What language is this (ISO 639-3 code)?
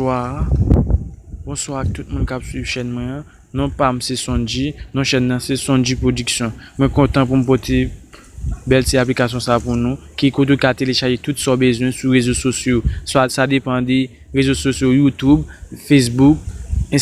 hat